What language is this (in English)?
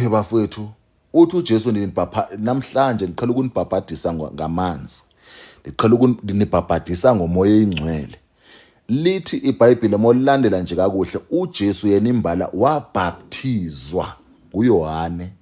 Zulu